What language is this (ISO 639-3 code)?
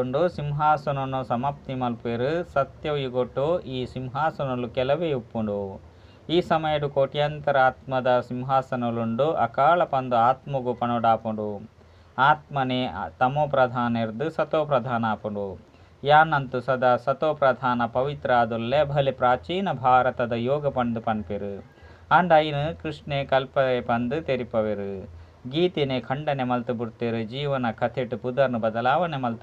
tcy